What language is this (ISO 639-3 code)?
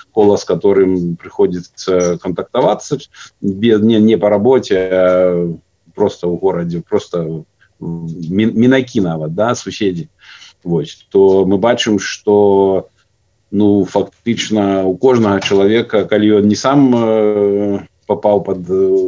bel